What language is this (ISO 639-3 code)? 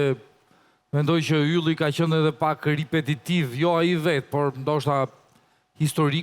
sqi